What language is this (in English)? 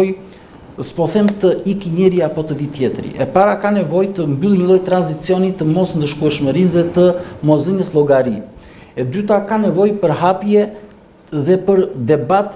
Albanian